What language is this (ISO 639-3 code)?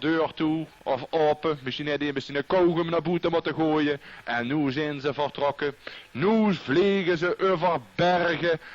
lim